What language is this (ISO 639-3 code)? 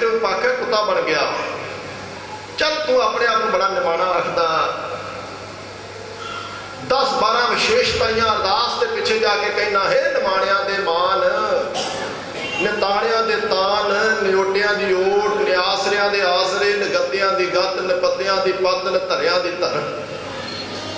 pan